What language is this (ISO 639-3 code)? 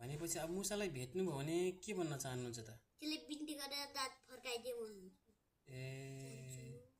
nep